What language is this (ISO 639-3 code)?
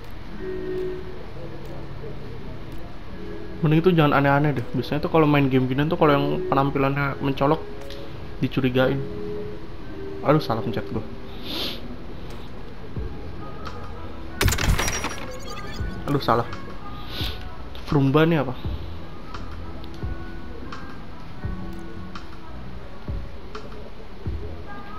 ind